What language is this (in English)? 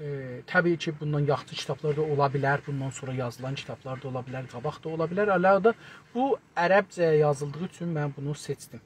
South Azerbaijani